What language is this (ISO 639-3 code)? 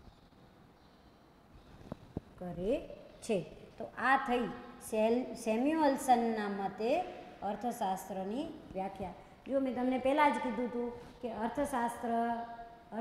guj